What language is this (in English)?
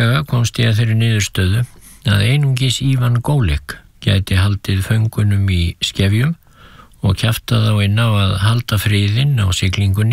Icelandic